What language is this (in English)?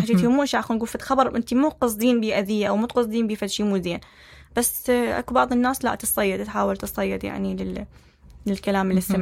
Mesopotamian Arabic